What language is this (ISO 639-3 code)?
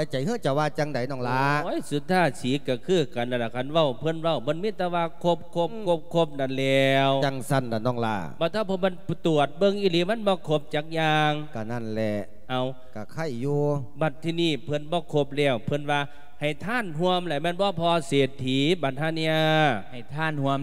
lao